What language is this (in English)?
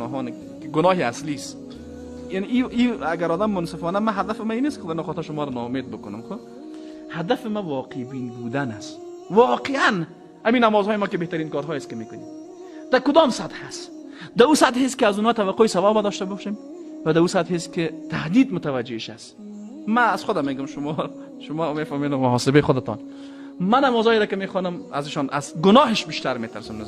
Persian